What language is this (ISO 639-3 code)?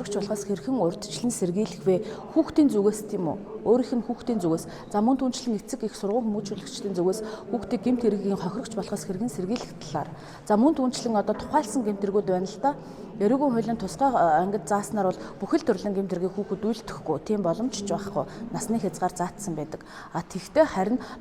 mon